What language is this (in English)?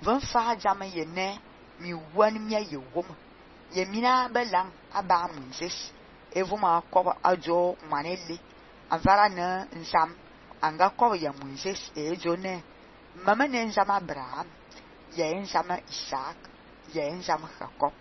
Fang